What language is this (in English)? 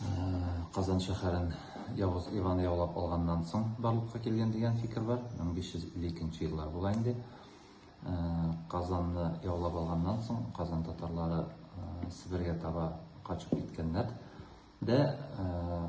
Tatar